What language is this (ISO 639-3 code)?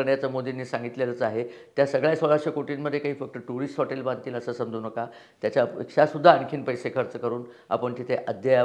mar